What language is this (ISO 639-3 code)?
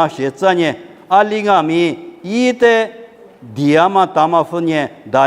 lis